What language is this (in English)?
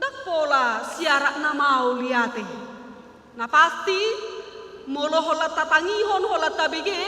Batak Toba